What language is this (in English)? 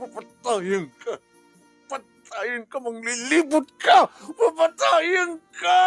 Iloko